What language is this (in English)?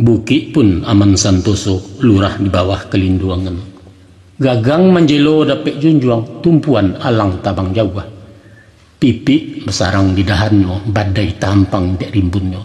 Minangkabau